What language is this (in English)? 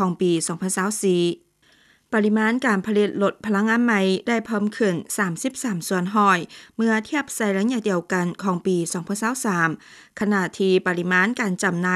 Lao